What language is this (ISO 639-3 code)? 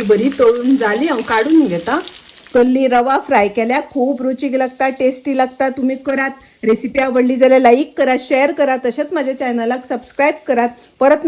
kok